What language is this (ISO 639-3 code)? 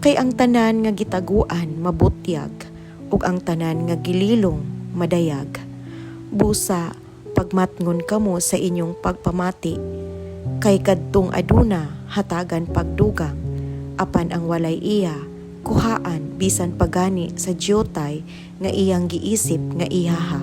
ceb